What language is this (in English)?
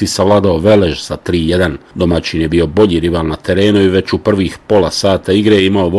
Bosnian